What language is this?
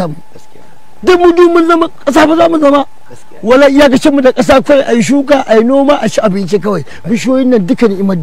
Hausa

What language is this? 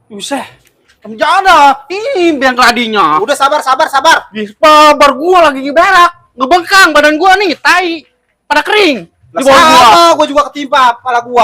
Betawi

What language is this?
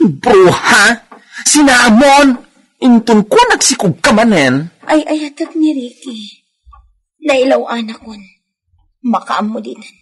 Iloko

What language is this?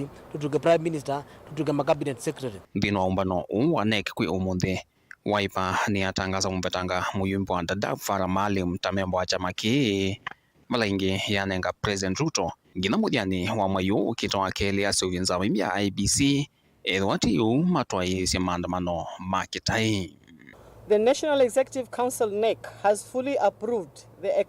Kamba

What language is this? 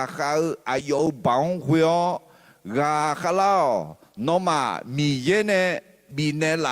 Akha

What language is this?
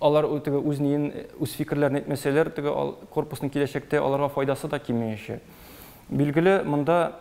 Tatar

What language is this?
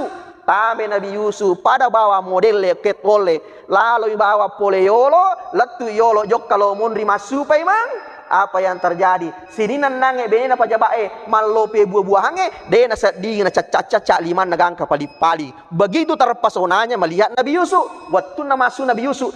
Buginese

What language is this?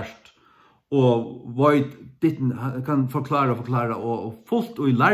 Faroese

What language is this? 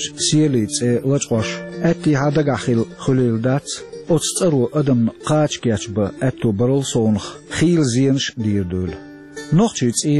Chechen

